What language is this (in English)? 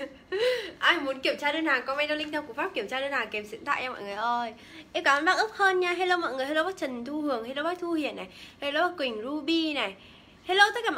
Vietnamese